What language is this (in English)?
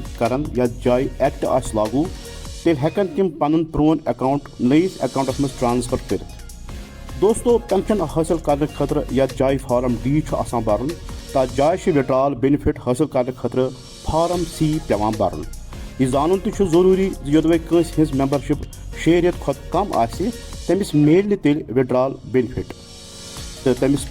Kashmiri